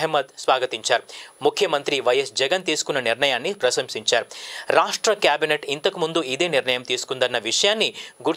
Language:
Telugu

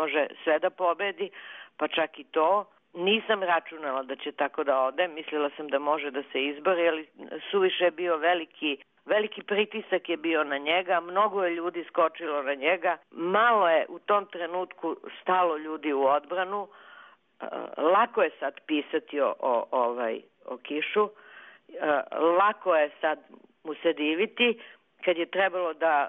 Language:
Serbian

